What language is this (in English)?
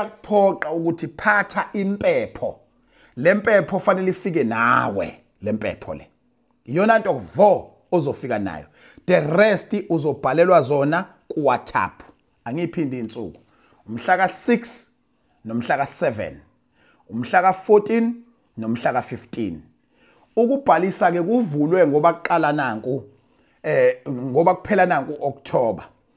Zulu